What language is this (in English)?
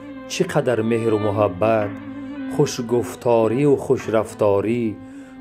Tajik